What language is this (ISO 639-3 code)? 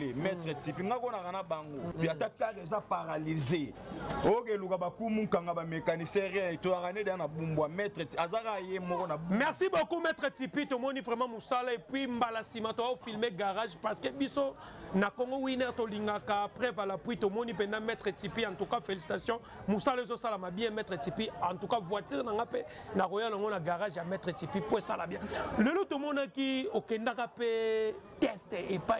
lin